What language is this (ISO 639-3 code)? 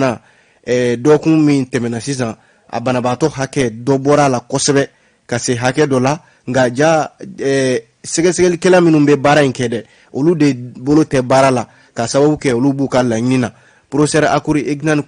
bam